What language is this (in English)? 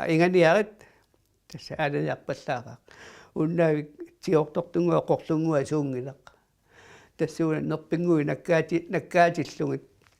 Kalaallisut